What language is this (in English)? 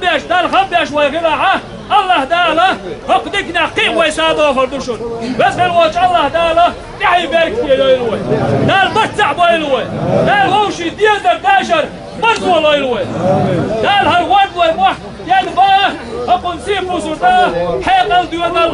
Chechen